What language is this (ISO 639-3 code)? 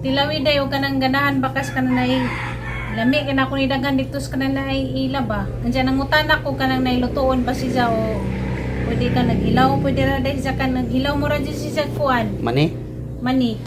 ceb